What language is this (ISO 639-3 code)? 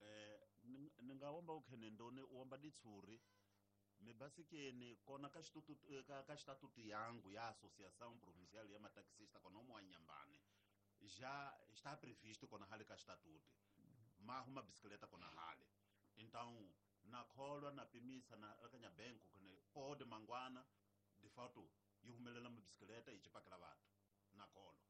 tso